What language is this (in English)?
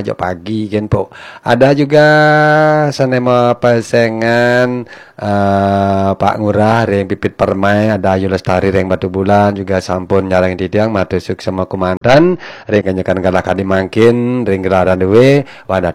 Balinese